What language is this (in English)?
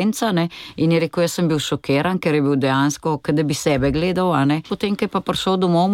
Slovenian